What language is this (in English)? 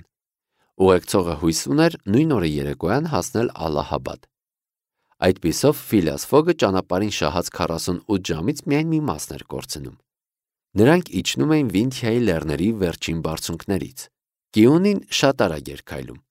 Armenian